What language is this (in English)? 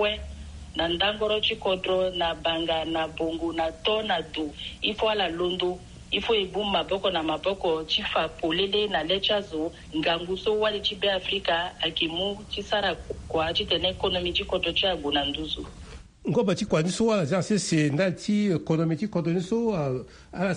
Sango